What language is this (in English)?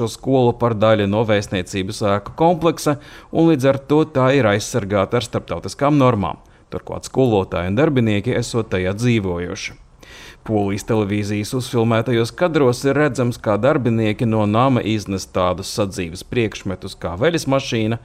Latvian